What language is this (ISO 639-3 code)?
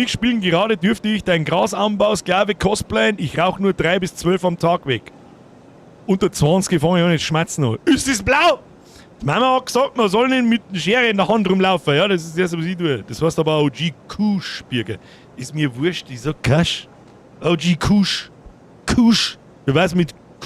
bar